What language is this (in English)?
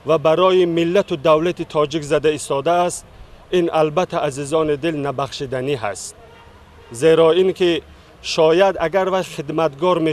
Tajik